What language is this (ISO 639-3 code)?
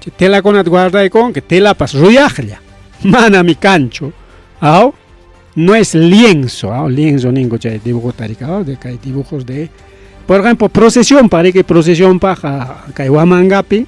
quy